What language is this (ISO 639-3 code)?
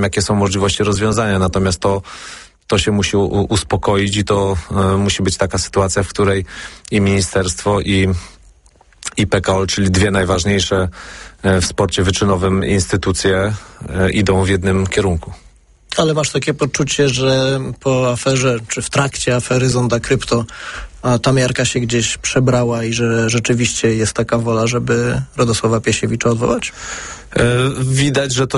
pol